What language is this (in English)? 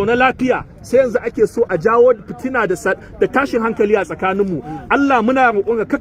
Hausa